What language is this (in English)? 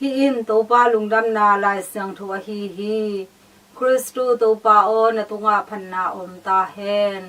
Tedim Chin